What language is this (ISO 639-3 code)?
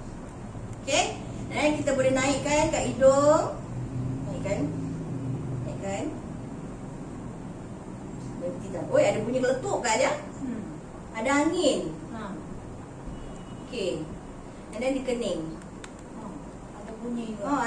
msa